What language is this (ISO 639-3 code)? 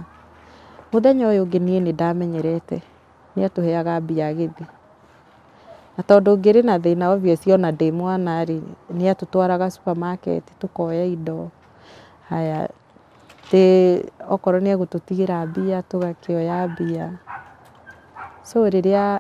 kik